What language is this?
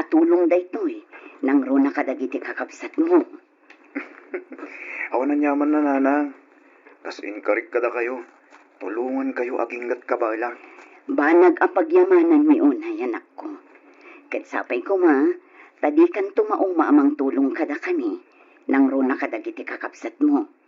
Iloko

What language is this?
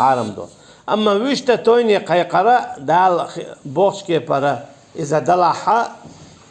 Chechen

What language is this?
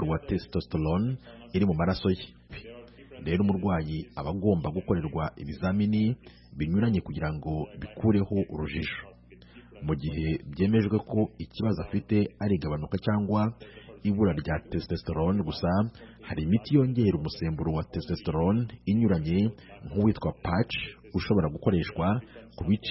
Kinyarwanda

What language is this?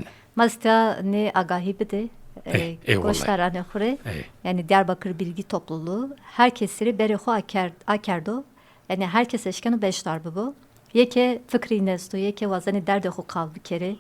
Zaza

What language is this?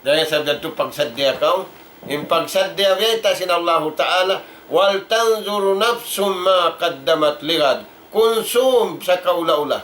Tausug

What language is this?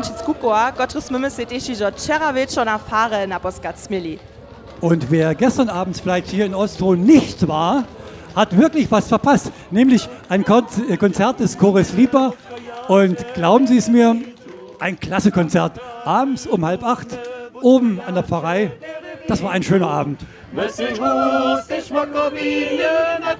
Upper Sorbian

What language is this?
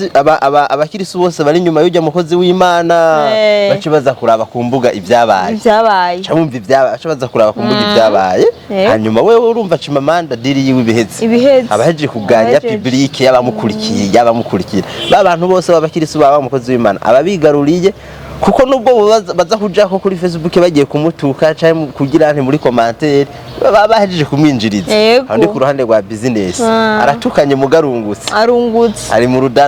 Rundi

